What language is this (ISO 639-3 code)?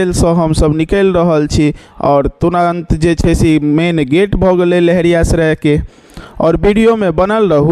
mai